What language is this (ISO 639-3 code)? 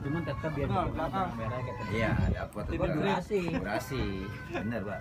bew